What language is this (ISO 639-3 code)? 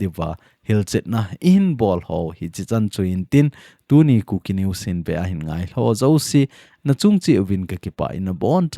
tcz